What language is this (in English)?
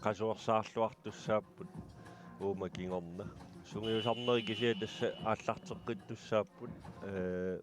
Kalaallisut